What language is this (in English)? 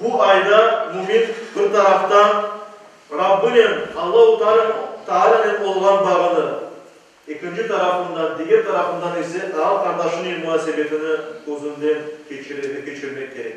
Crimean Tatar